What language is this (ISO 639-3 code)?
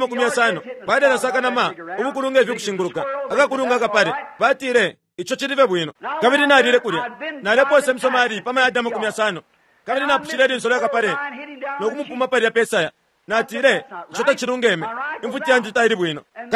bem